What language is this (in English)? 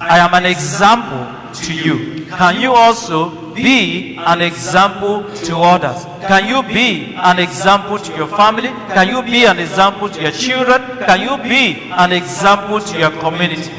Igbo